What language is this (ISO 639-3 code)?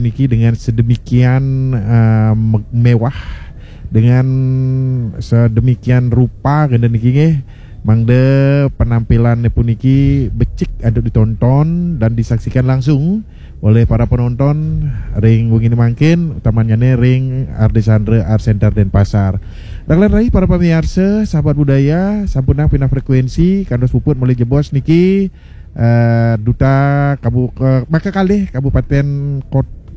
ban